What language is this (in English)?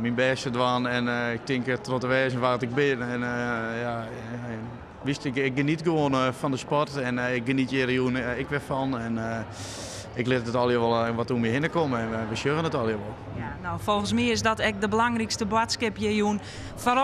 Western Frisian